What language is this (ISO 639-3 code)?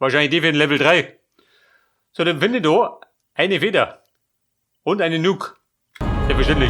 bar